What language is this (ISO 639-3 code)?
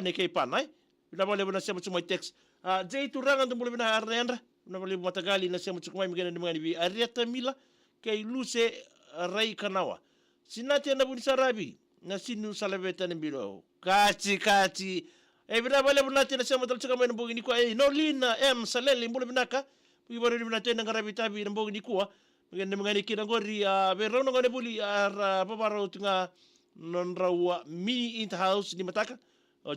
fij